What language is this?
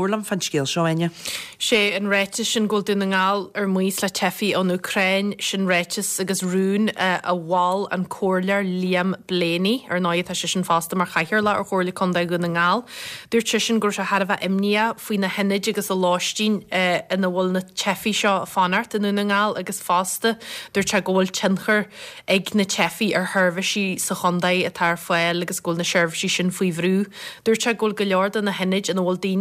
Irish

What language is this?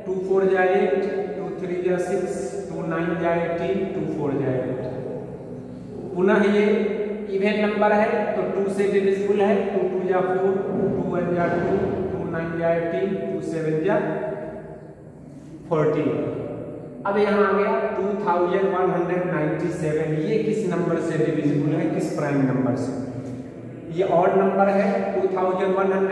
Hindi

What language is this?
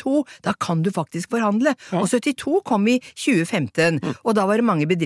Norwegian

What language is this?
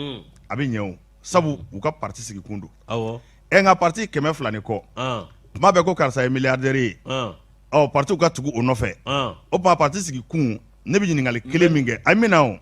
Bambara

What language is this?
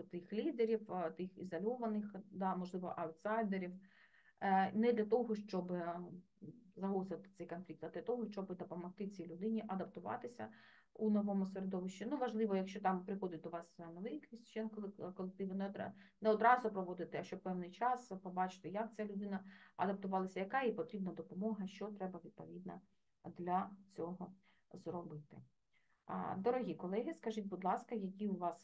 Ukrainian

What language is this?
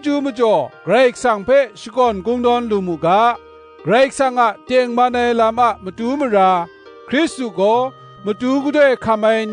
Kachin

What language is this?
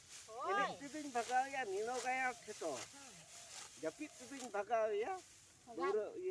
Santali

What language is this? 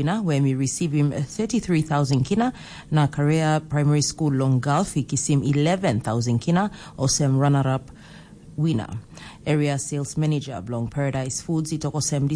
Tok Pisin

